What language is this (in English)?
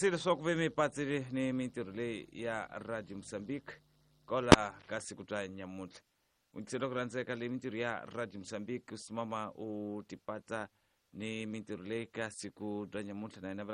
Tsonga